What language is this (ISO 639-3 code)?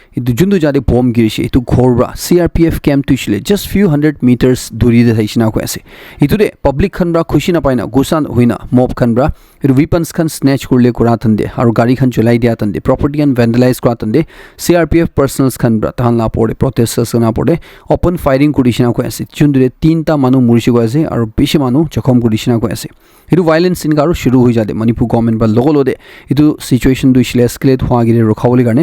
nag